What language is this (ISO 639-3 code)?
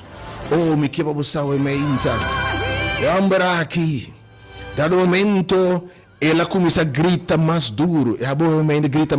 pap